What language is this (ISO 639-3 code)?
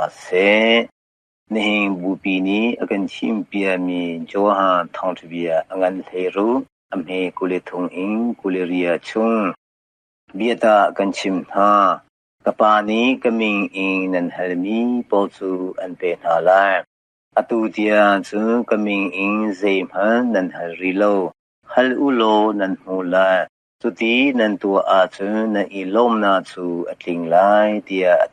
cnh